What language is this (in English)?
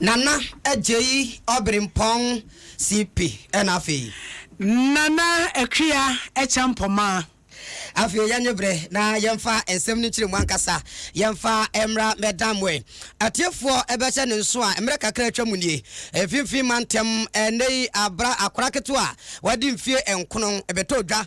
Akan